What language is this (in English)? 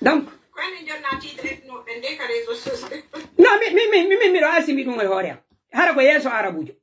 Pular